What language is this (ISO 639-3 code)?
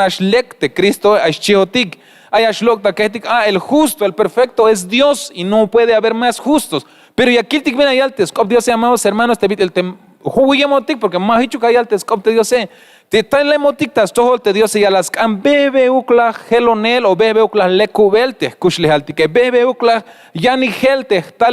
tzh